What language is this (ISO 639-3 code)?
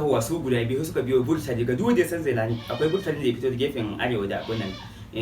hau